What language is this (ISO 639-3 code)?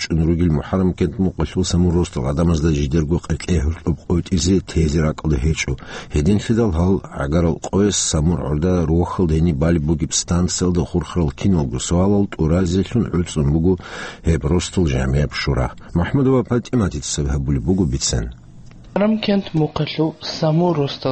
ava